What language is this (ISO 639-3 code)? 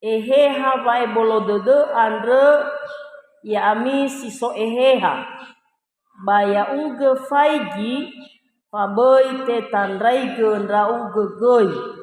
nia